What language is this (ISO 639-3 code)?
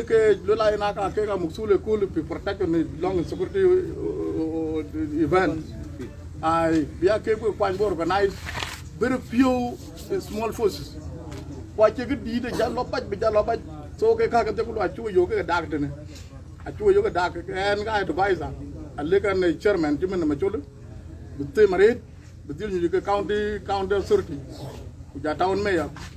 din